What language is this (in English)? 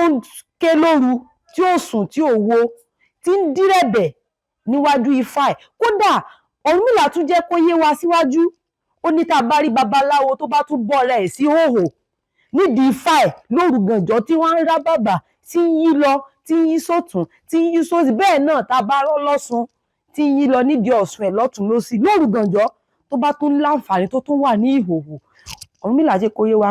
Yoruba